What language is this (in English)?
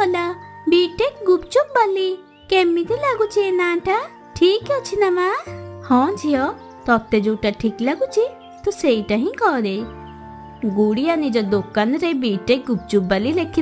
Odia